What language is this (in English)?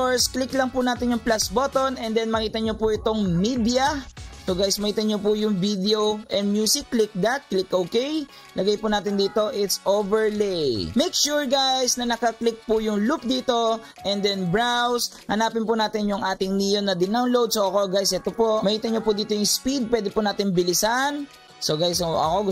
Filipino